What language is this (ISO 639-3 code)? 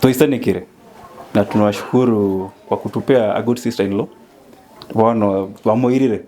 guz